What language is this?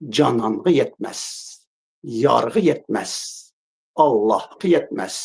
Uyghur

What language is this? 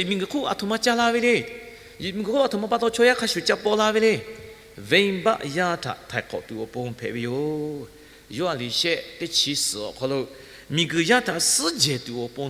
Lahu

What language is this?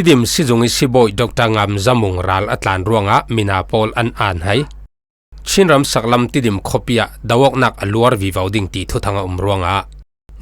Falam Chin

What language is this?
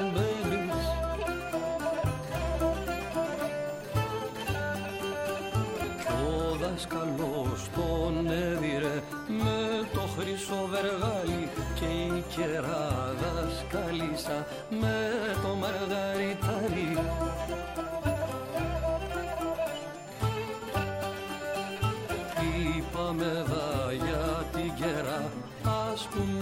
Greek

